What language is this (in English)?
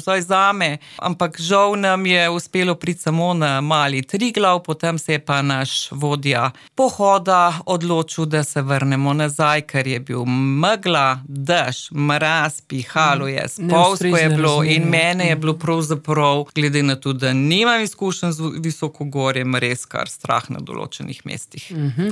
Slovenian